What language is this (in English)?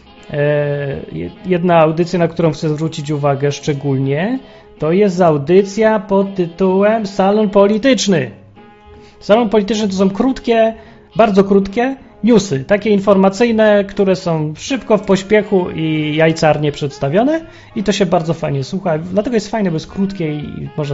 Polish